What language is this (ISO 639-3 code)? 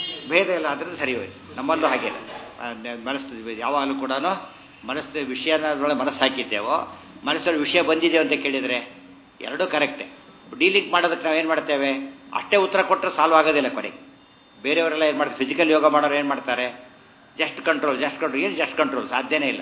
kan